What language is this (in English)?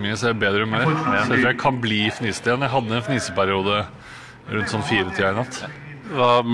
Norwegian